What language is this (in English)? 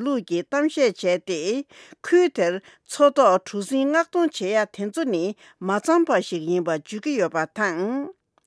Tibetan